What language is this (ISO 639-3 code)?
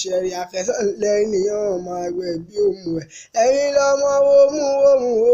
yor